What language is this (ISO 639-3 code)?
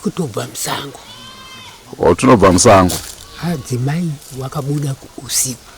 sna